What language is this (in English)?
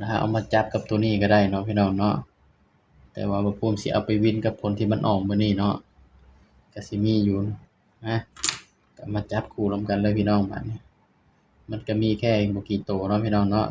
Northeastern Thai